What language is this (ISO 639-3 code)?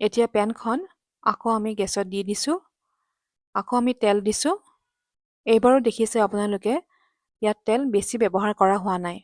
asm